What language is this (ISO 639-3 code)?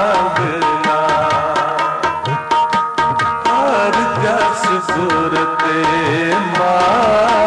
pan